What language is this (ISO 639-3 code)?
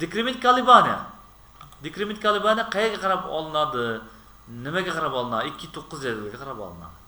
uzb